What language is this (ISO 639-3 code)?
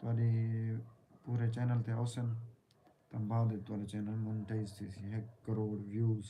skr